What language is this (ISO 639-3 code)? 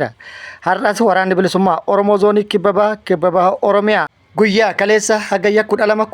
orm